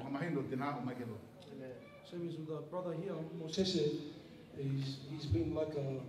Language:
Tongan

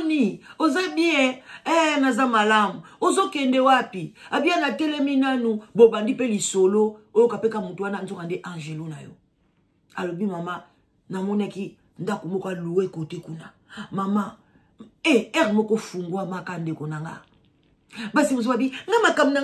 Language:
Lingala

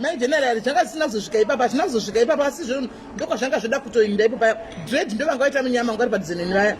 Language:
Shona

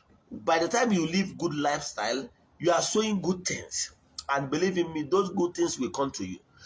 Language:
Igbo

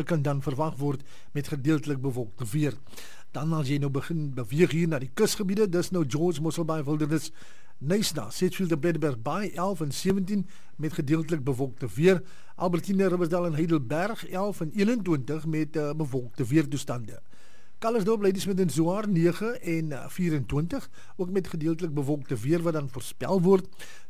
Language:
Afrikaans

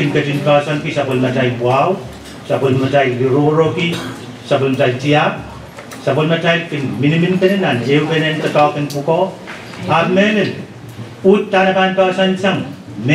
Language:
Pohnpeian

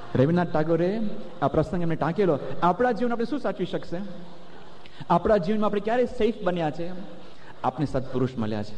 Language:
Gujarati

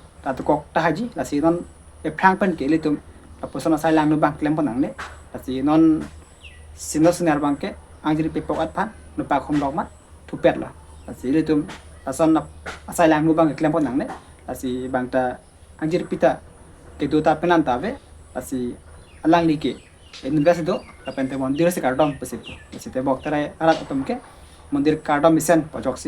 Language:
Karbi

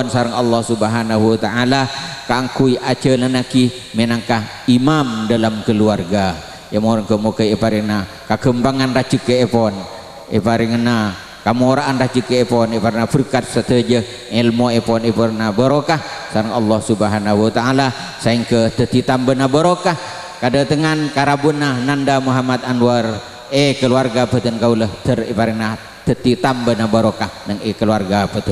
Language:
Madurese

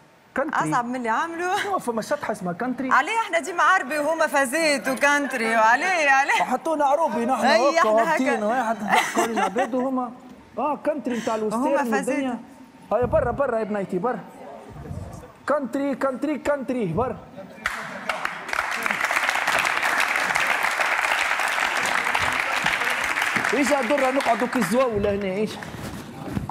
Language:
Tunisian Arabic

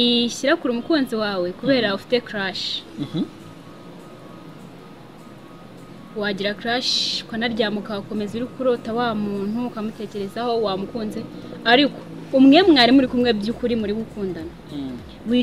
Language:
Kinyarwanda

